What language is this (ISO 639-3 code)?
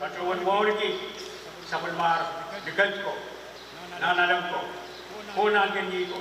pon